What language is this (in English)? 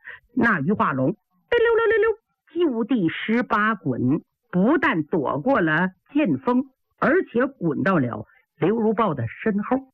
Chinese